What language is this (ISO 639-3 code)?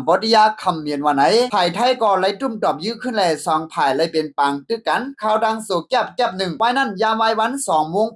shn